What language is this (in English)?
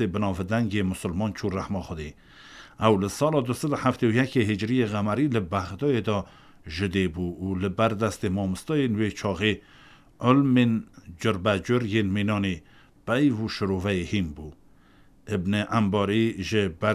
Kurdish